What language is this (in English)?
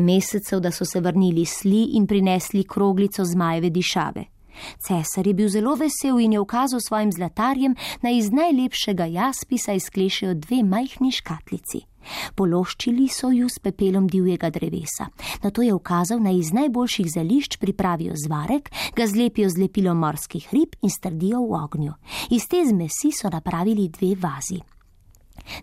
Slovenian